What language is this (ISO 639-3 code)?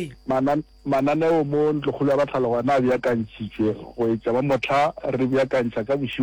nso